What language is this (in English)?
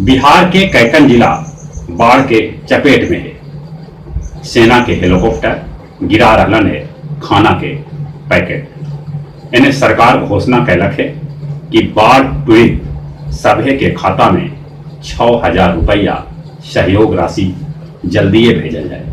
Magahi